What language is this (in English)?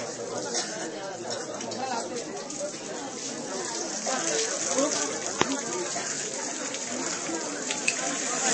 French